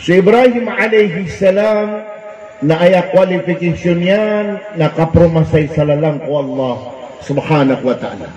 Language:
Maranao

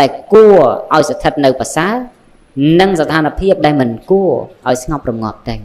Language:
Khmer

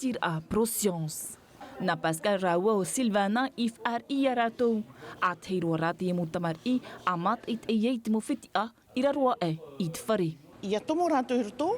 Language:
Tahitian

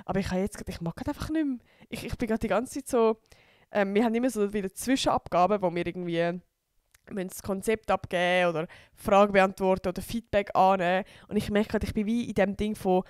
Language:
Swiss German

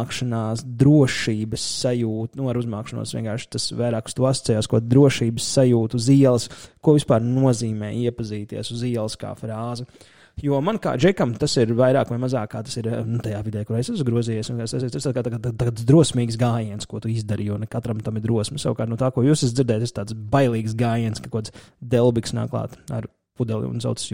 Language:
Latvian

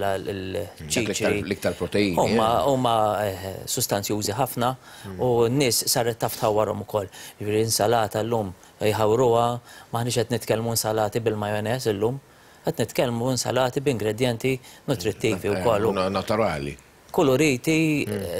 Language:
Maltese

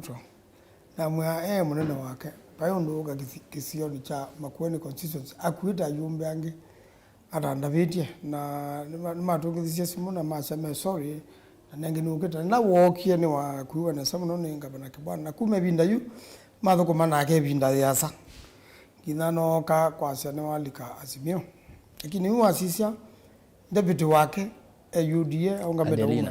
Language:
Kamba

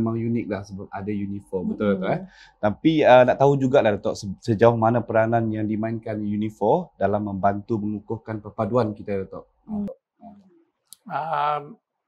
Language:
Malay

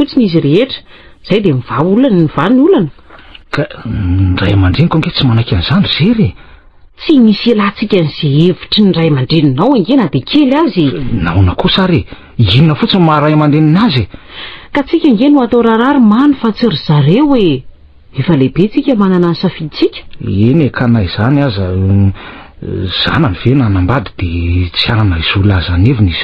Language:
Malagasy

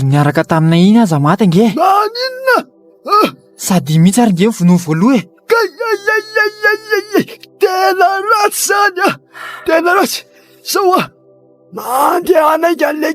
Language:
Malagasy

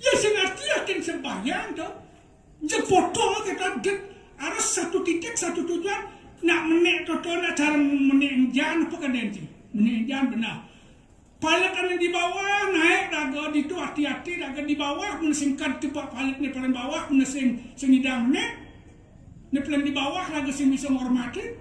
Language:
Balinese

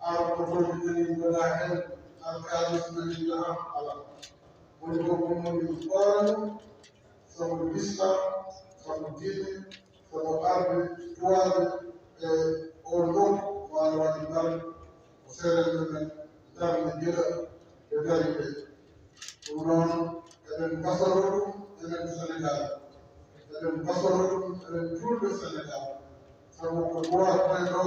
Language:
Fula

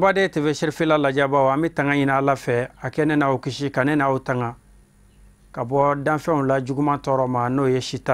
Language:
Bambara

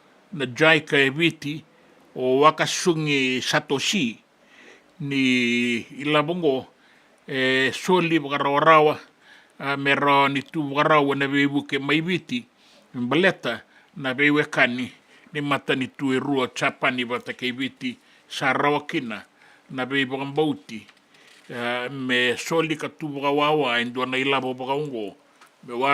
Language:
Fijian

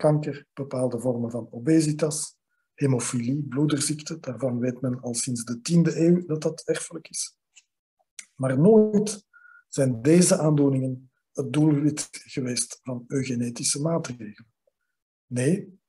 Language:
Dutch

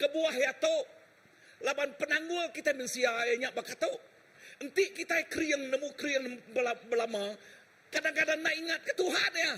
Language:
Iban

